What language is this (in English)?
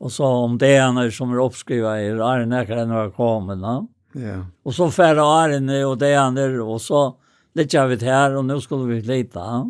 Faroese